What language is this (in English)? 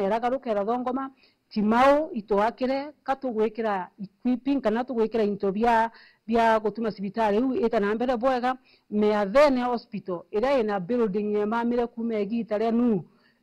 Meru